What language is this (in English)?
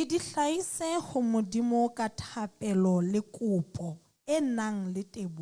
Southern Sotho